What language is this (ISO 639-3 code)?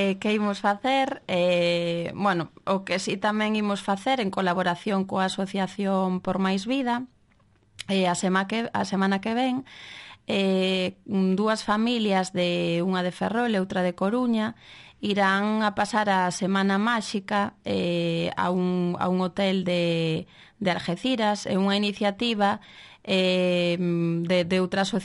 glg